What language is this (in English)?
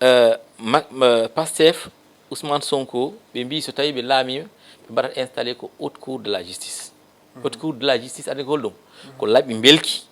Fula